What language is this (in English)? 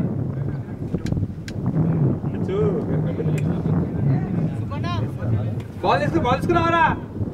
Telugu